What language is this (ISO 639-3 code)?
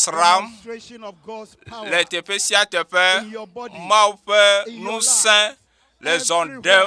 ewe